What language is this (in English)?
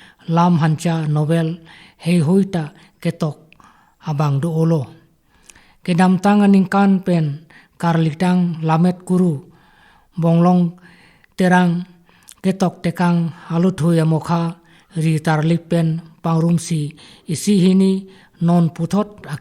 Karbi